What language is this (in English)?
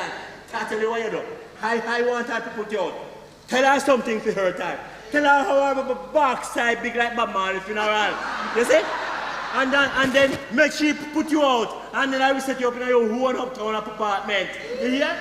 Jamaican Creole English